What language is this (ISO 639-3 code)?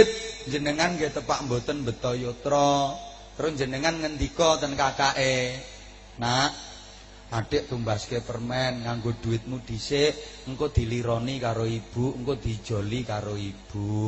jav